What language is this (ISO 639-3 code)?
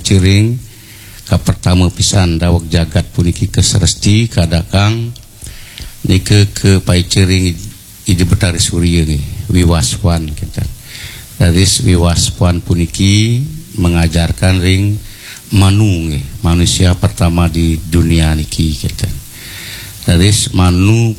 ban